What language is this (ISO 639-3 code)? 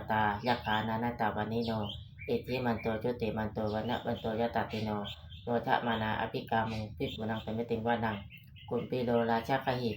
pli